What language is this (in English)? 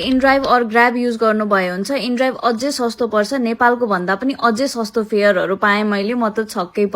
Nepali